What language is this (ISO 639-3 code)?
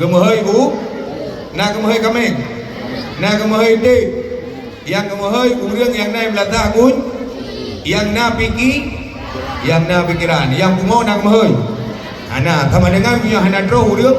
ace